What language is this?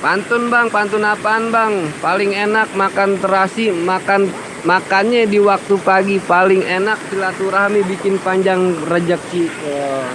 Betawi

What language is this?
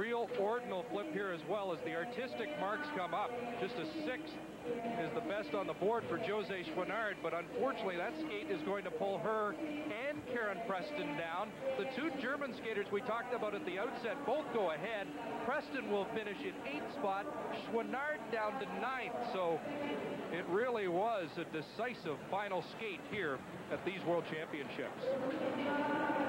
English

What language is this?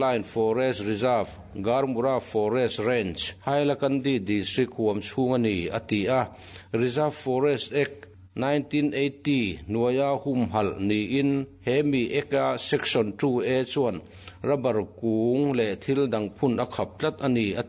Mizo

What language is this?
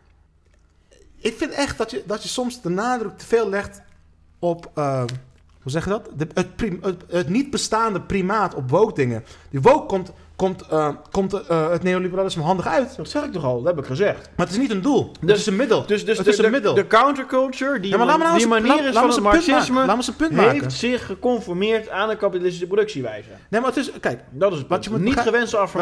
Dutch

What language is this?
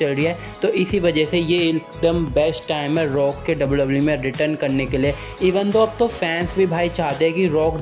Hindi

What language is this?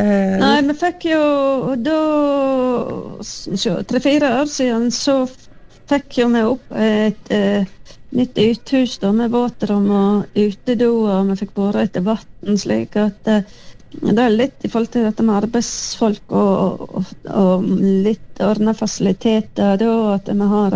Norwegian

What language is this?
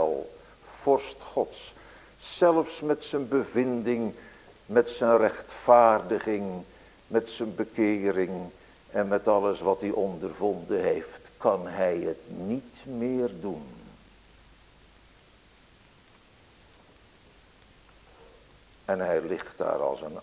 Dutch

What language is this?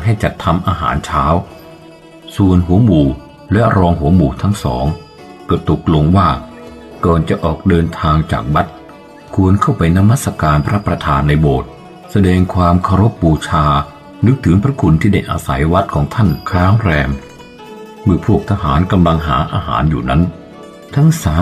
Thai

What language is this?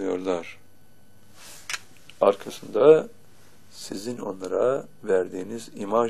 Turkish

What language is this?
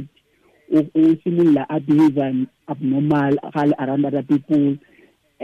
Tswana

